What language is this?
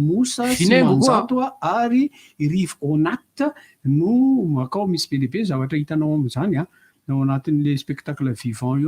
Malagasy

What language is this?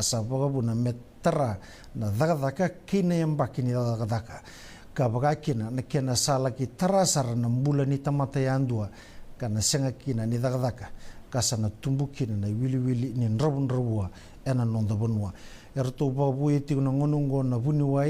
Fijian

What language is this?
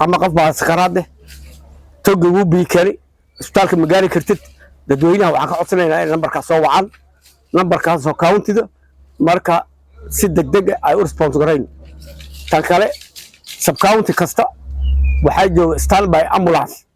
Somali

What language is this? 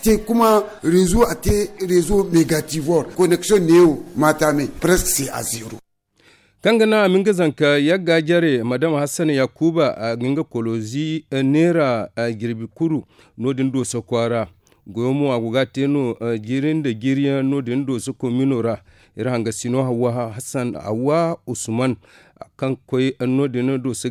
Zarma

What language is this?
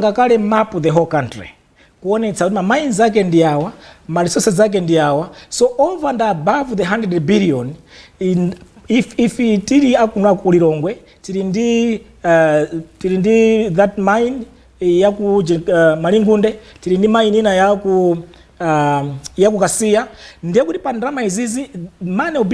Nyanja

